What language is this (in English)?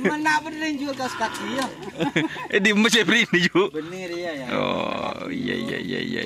Madurese